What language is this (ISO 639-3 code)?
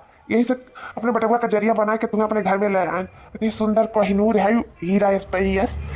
awa